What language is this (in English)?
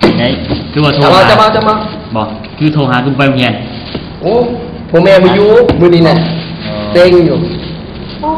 Lao